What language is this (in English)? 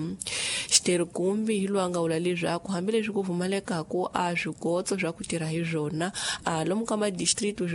Tsonga